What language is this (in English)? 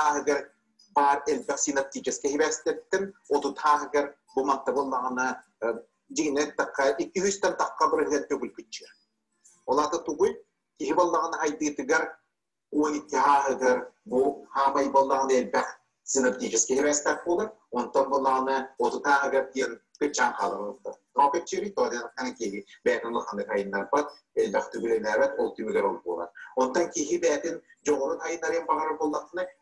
Yakut